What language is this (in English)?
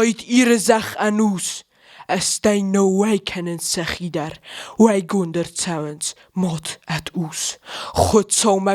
Ossetic